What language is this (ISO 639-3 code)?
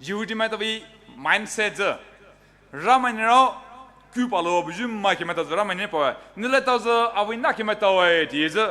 pmx